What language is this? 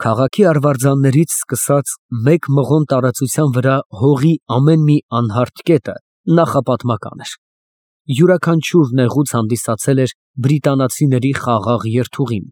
Armenian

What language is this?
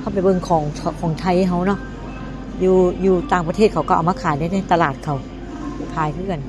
Northeastern Thai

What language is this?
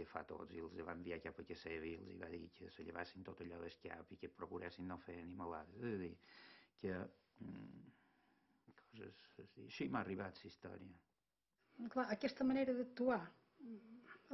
Catalan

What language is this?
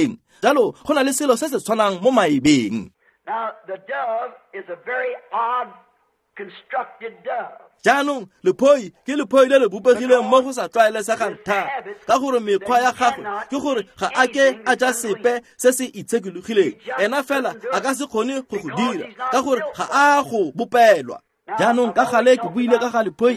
Tswana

